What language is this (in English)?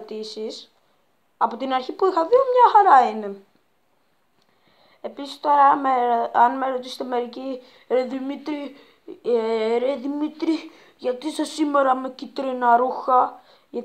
Greek